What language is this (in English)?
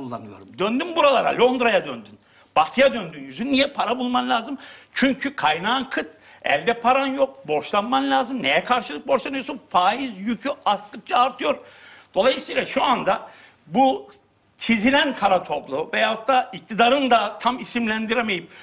Turkish